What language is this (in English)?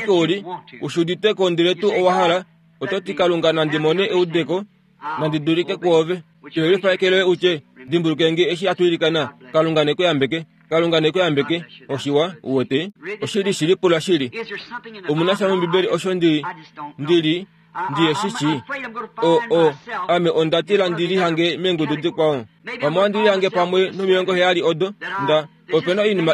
Kuanyama